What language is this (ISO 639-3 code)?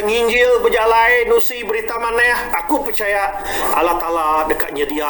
iba